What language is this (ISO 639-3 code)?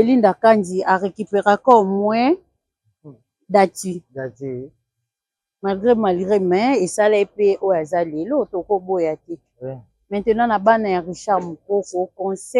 lin